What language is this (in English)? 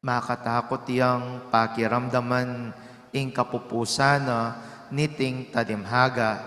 Pampanga